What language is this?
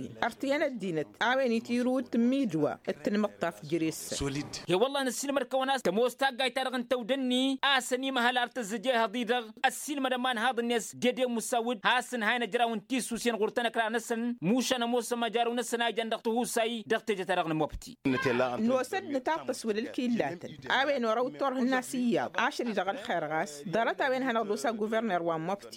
Tamasheq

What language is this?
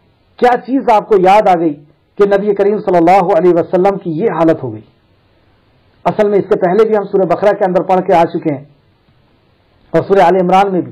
Urdu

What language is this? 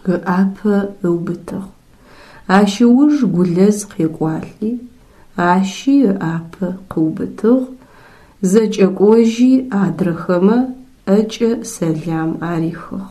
Adyghe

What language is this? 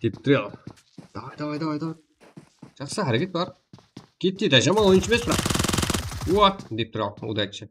Kara-Kalpak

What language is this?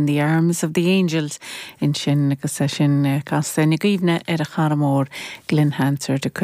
Irish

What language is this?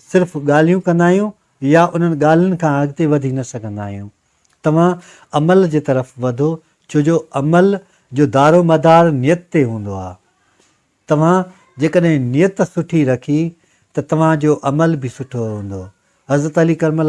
Sindhi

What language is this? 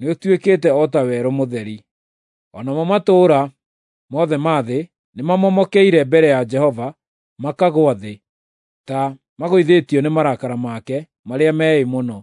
Kikuyu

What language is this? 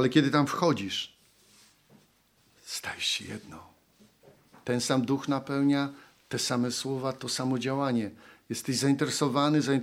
Polish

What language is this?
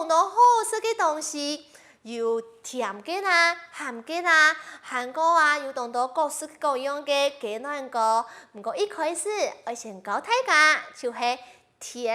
Hakka Chinese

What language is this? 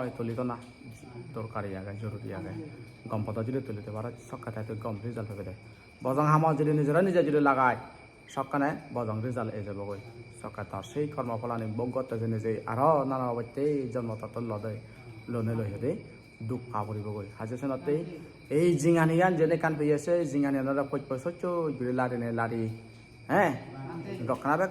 Chakma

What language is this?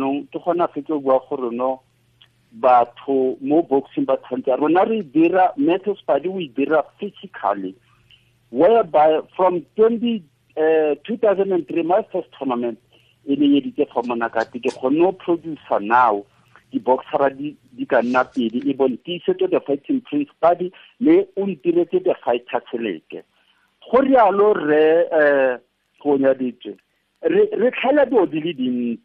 Tswana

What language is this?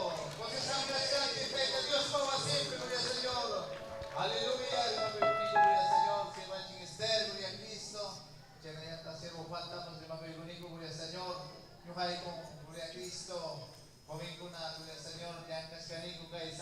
Ayacucho Quechua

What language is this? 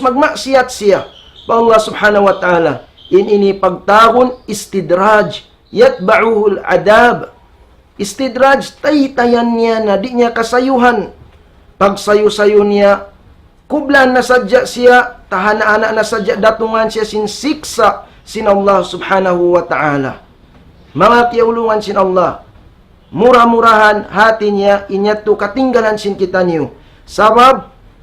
Tausug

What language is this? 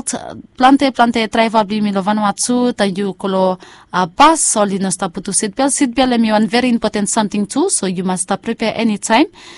Bislama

